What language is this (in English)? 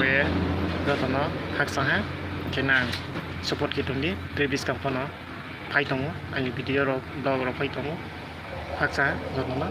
Riang (India)